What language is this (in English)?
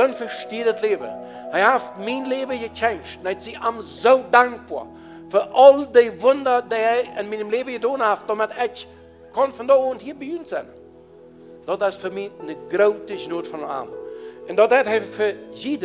Plautdietsch